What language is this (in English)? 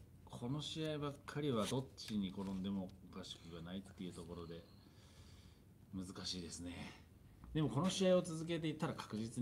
Japanese